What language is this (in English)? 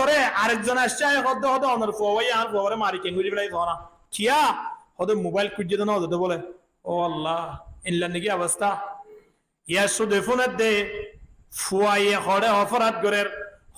Rohingya